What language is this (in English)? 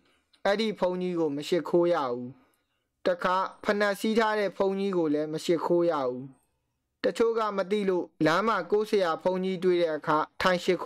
Burmese